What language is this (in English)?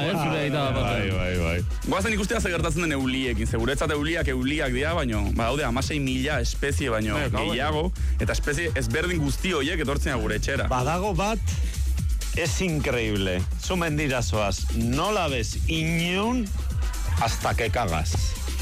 Basque